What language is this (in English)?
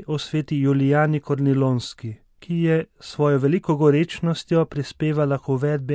Slovenian